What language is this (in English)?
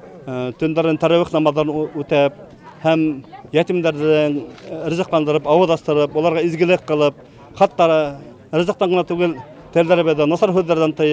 Bashkir